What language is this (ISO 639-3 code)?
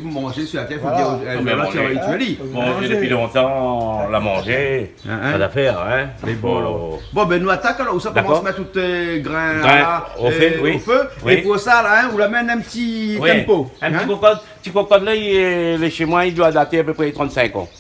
rcf